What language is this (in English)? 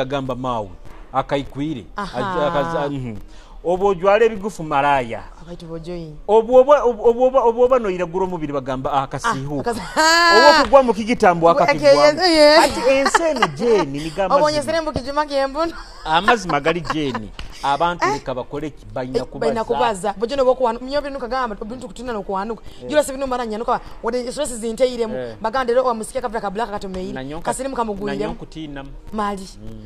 Nyoro